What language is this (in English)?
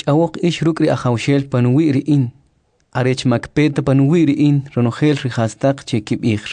Kʼicheʼ